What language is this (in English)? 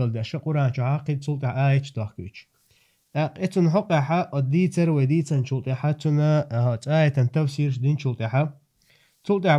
Chechen